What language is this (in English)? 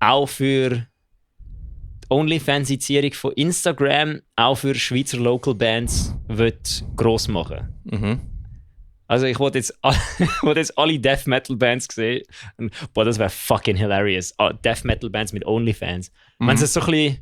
Swiss German